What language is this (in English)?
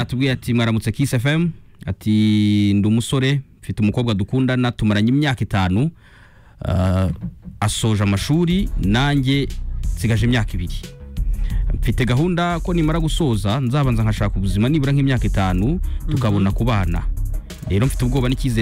Kinyarwanda